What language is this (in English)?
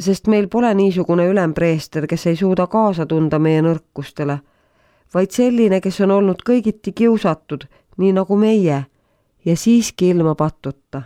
Estonian